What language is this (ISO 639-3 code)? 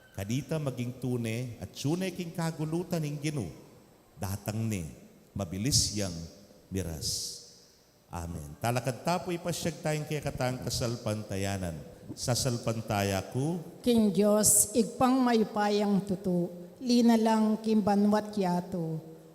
pam